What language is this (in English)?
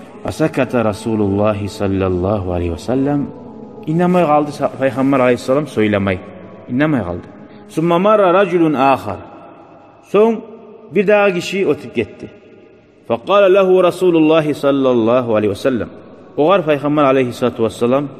Kumyk